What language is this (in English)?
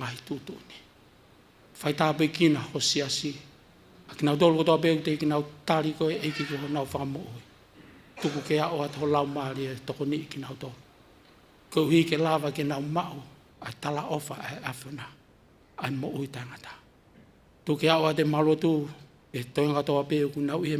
Tongan